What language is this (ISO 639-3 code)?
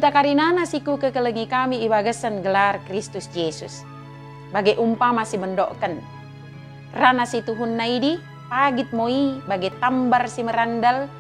btd